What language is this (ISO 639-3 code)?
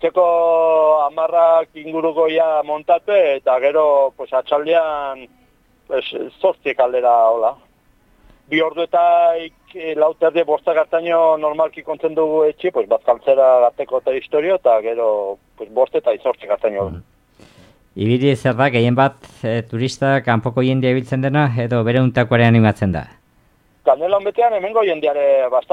eus